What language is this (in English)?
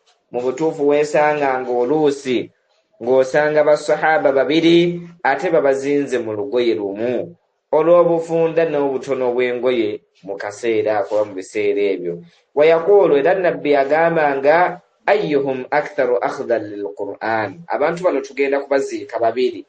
Ganda